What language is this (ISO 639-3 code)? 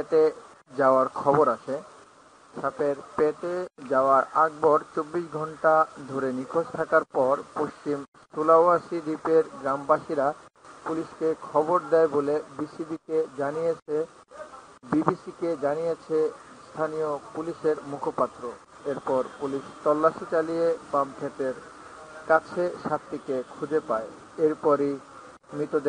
ben